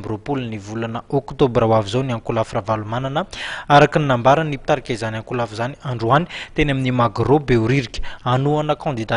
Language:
Malagasy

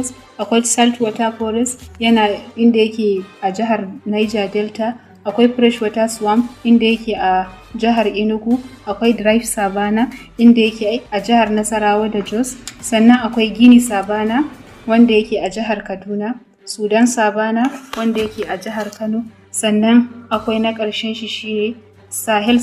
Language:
Hausa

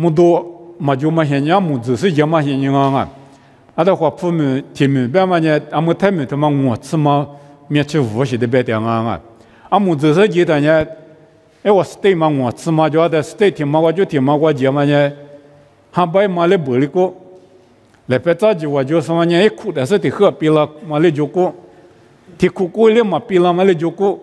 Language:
Lisu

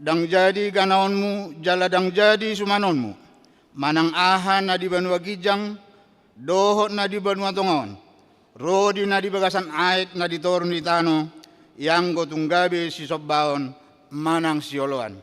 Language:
Batak Toba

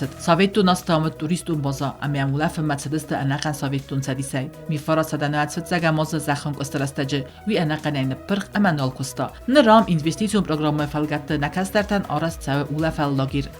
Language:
Ossetic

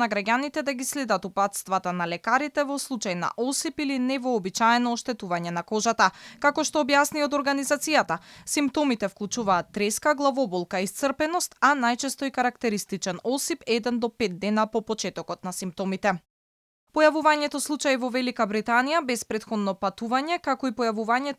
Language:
Macedonian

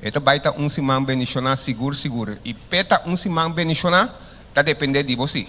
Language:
Papiamento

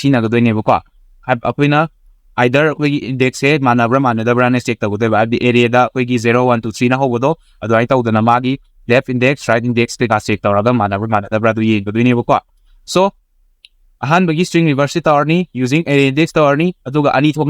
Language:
Manipuri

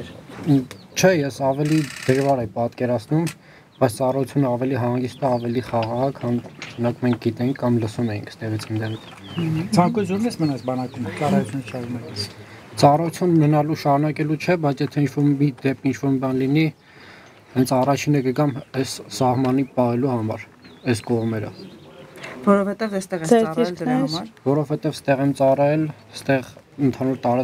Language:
Armenian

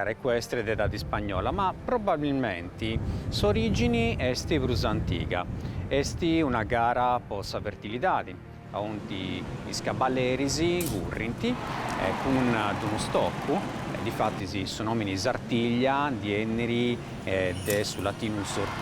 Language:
Sardinian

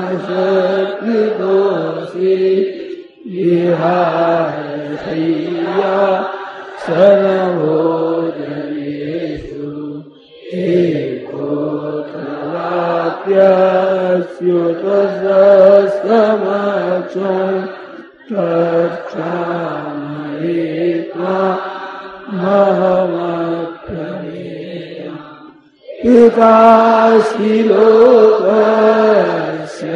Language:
Hindi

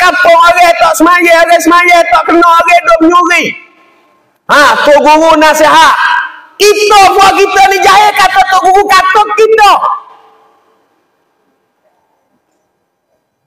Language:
Malay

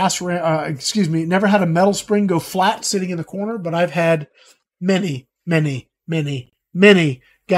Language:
English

